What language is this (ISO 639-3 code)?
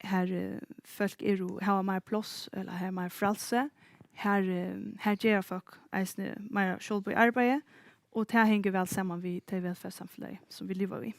fao